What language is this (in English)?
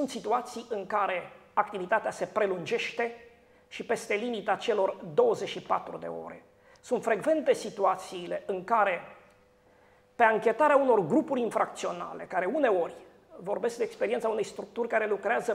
Romanian